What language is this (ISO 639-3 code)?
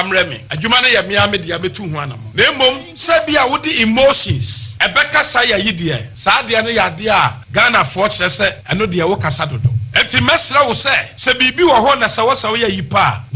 aka